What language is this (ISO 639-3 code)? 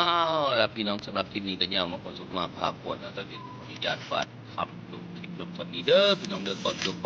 tts